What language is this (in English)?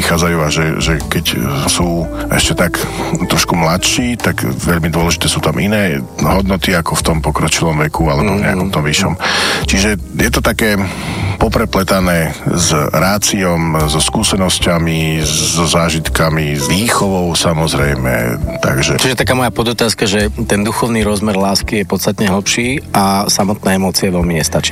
Slovak